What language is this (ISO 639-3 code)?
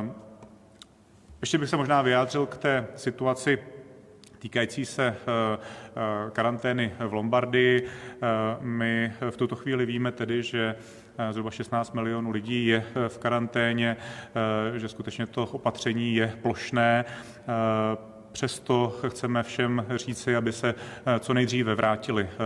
ces